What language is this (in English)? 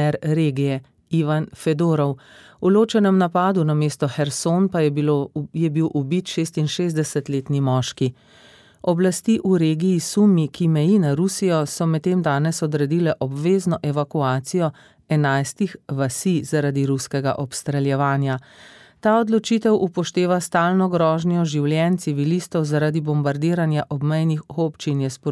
Slovenian